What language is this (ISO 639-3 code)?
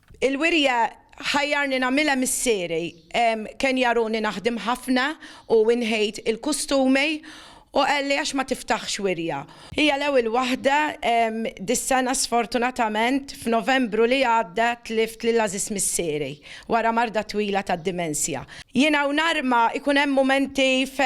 mlt